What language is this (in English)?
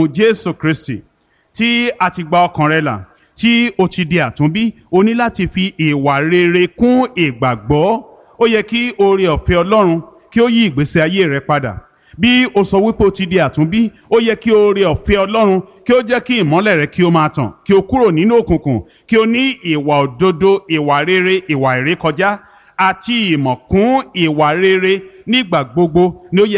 Yoruba